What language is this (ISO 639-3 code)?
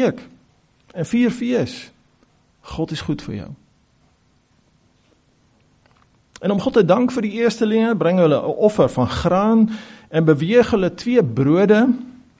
afr